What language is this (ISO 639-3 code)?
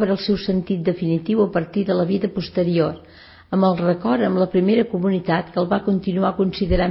cat